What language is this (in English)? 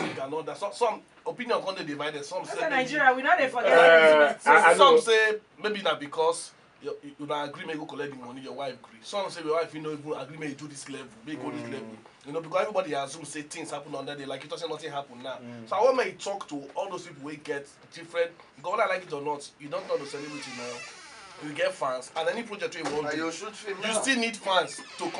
Nigerian Pidgin